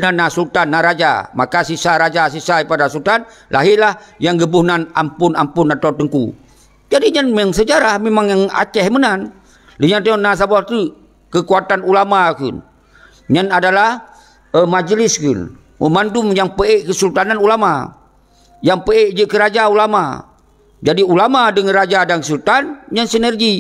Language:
Achinese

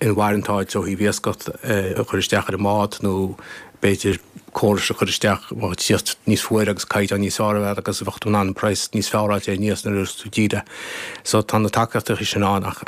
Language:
Irish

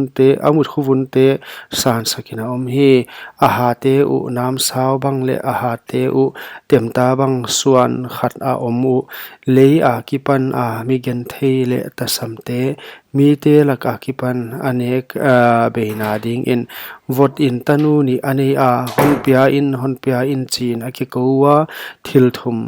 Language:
Paite Chin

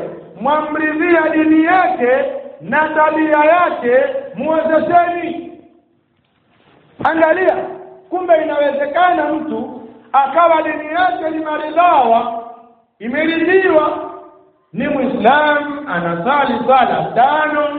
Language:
Swahili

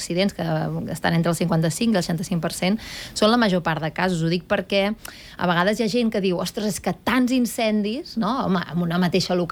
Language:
Catalan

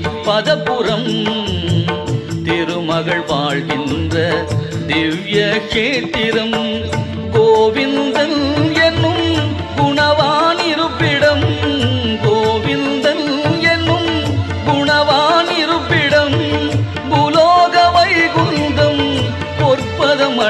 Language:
Tamil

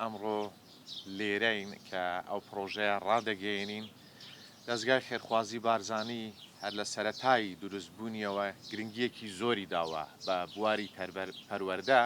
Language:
Central Kurdish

